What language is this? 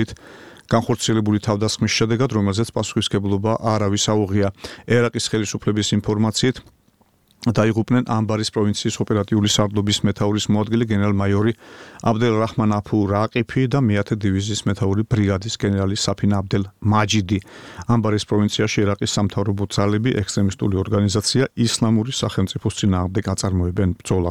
Georgian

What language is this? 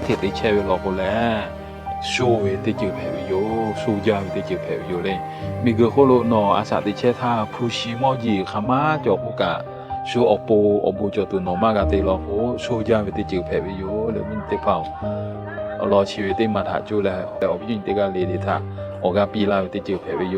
Lahu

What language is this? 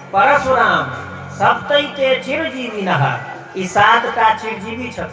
Maithili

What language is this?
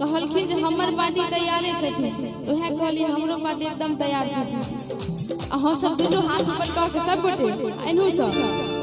Maithili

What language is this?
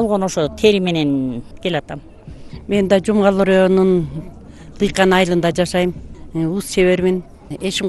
Kyrgyz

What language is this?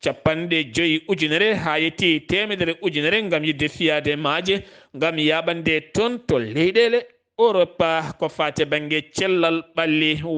Fula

